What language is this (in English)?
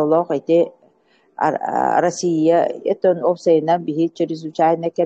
Yakut